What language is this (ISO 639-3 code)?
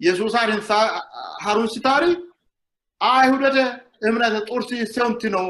sid